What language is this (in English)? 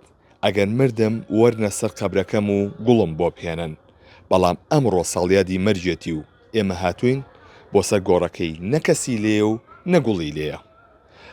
Central Kurdish